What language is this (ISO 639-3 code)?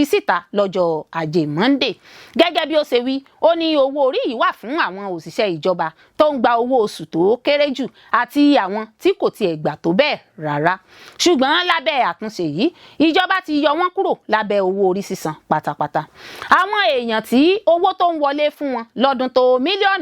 yor